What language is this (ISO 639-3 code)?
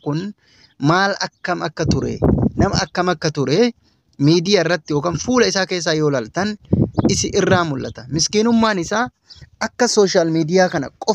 orm